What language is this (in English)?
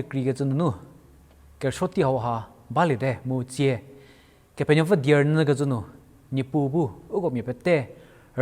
Angami Naga